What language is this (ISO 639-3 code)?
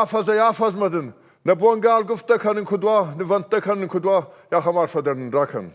oss